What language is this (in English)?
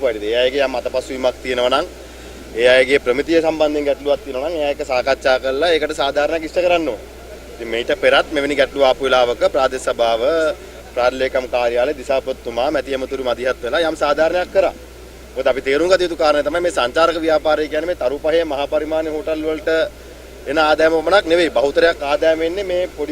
Sinhala